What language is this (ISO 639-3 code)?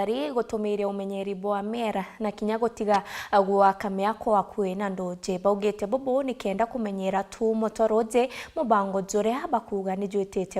mer